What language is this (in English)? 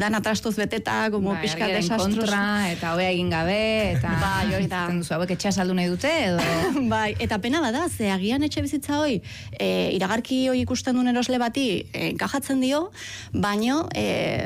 Basque